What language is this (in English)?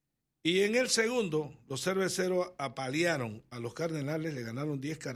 Spanish